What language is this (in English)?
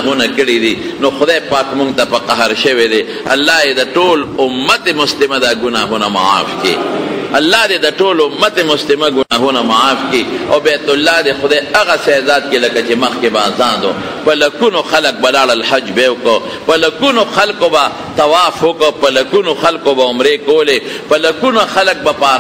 Pashto